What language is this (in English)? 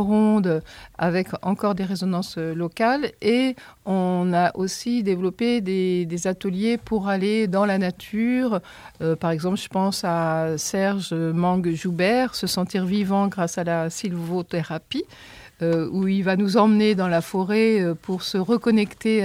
French